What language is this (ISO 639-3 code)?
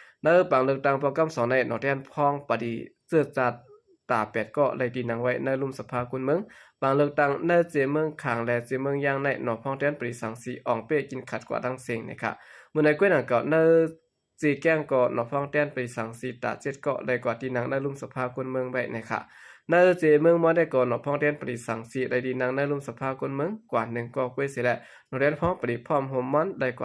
shn